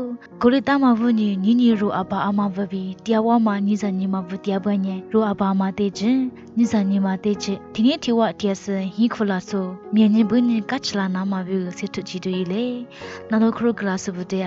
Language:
Lisu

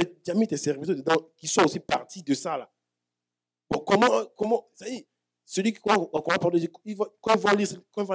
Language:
French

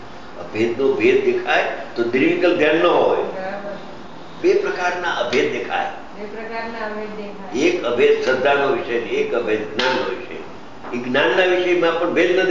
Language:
Gujarati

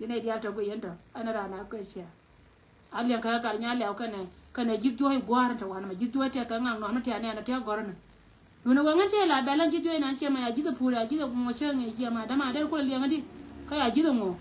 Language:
Nuer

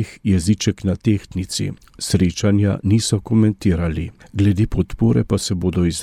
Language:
Slovenian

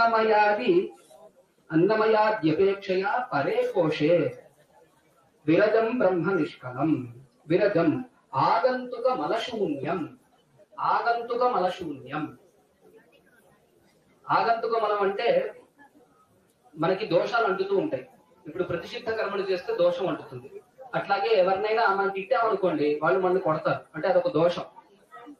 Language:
Telugu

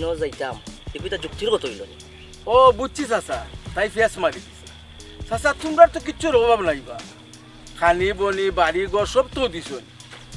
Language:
Sylheti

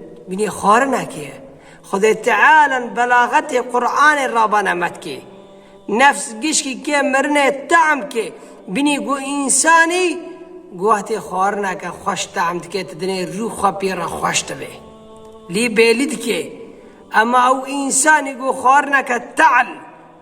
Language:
Kurdish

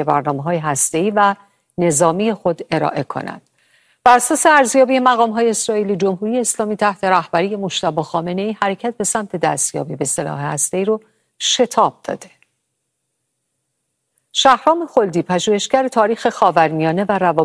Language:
Persian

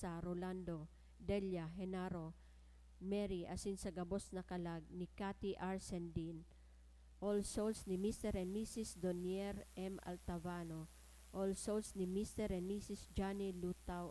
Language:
Bikol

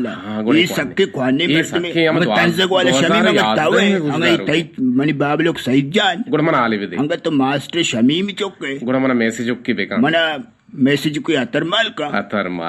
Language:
Eastern Balochi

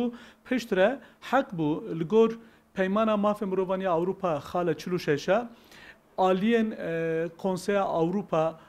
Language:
Kurdish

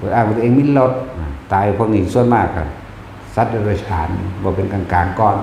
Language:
Northeastern Thai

